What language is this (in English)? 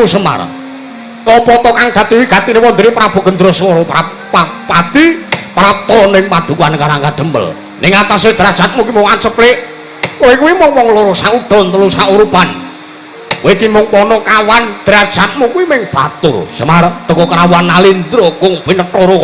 Javanese